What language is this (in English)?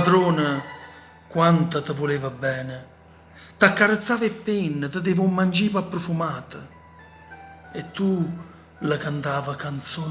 Neapolitan